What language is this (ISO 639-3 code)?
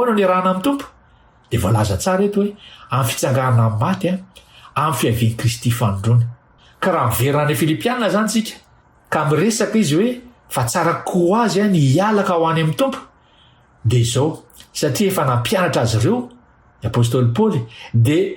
mlg